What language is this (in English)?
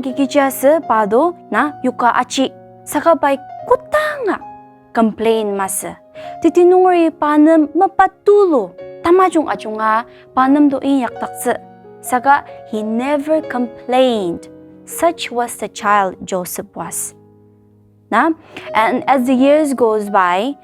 Ao Naga